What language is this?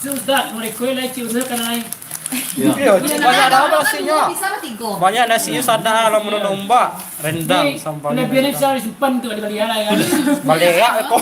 Minangkabau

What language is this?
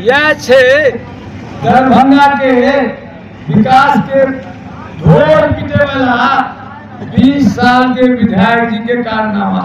Maithili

